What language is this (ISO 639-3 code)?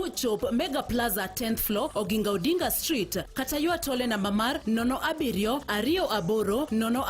luo